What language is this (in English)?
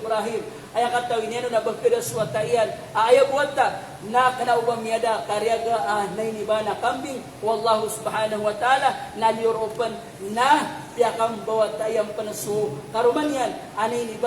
Maranao